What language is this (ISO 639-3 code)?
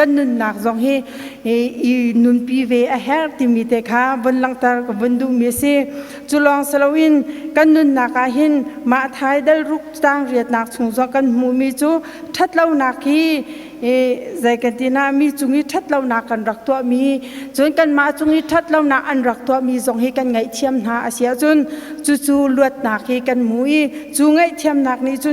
cnh